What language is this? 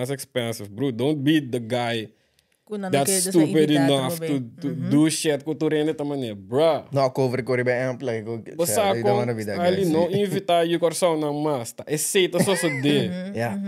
Papiamento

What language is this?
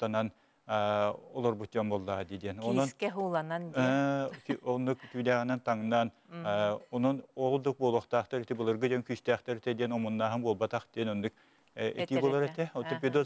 Yakut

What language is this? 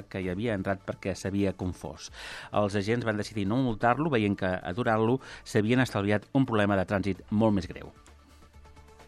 Catalan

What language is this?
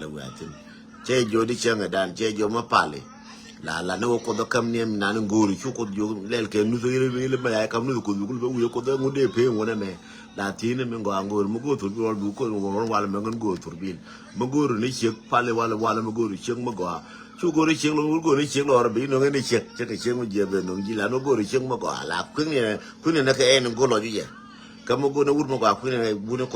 Nuer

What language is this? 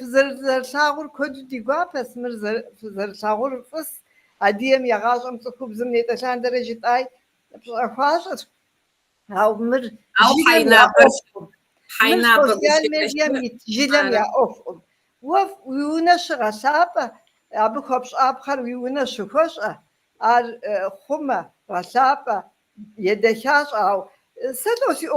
Kabardian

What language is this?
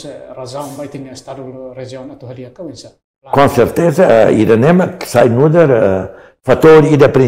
Tetum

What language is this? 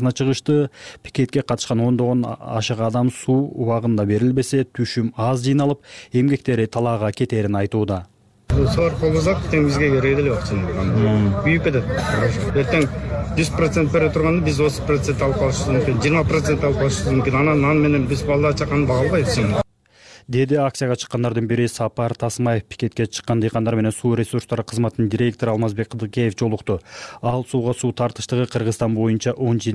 Kyrgyz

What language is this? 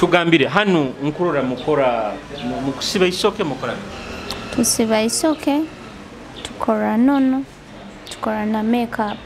Nyoro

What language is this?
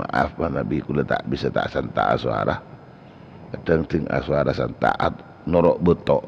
Madurese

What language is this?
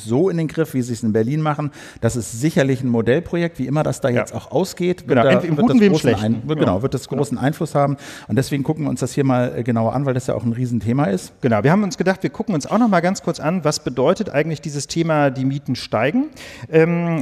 German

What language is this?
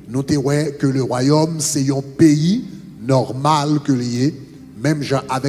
Haitian Creole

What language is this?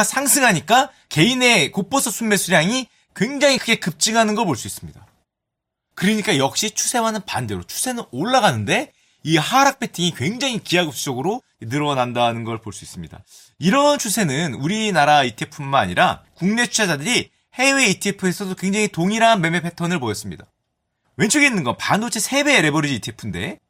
Korean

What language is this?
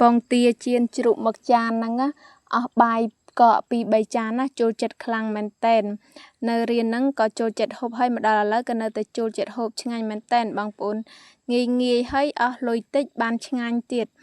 Khmer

